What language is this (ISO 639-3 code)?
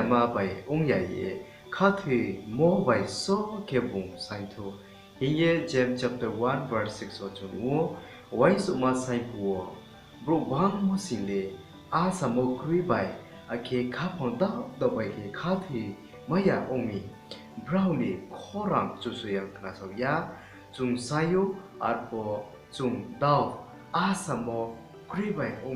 ria